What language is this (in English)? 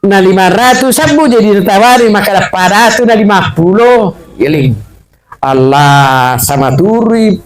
Buginese